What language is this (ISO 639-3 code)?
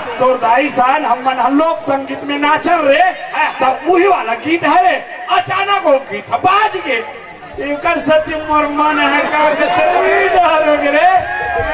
hne